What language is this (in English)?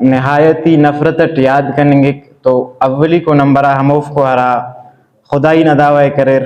Brahui